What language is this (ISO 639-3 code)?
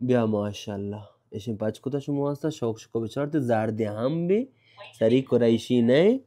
bal